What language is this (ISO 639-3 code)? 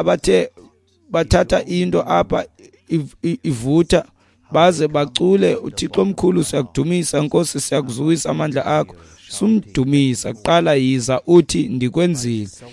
xho